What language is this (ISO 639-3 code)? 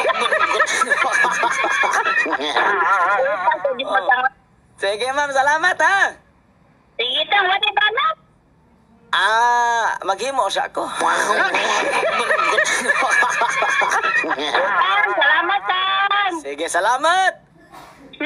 ceb